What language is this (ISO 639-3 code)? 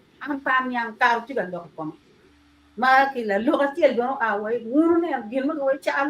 ach